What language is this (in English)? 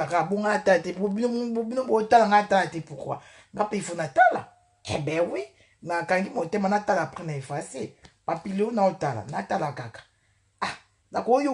Lingala